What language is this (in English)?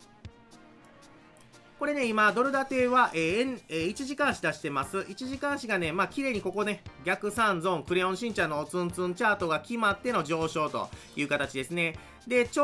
Japanese